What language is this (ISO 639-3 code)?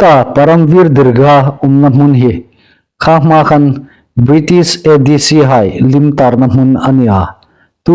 hmr